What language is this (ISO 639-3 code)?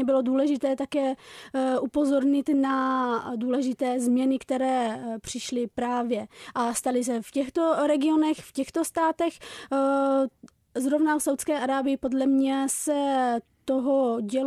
ces